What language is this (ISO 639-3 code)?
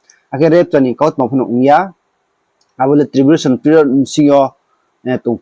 ria